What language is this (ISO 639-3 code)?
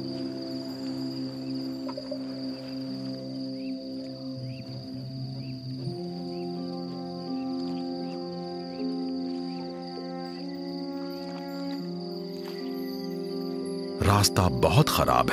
hin